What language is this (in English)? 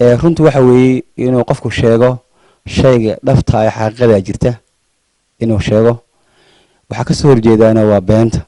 Somali